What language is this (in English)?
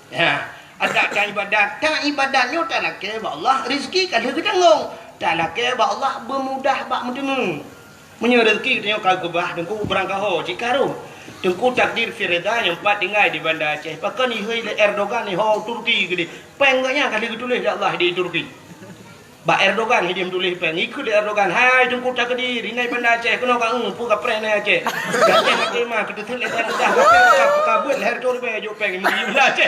Achinese